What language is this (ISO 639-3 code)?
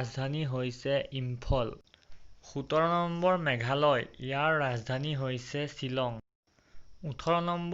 asm